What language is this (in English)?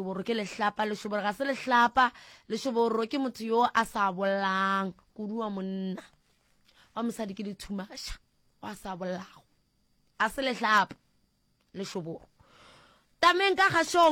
Northern Sotho